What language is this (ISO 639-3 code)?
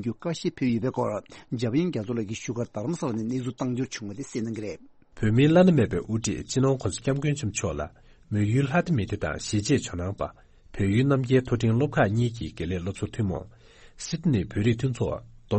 bod